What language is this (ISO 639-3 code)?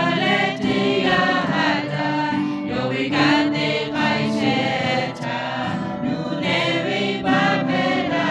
lhu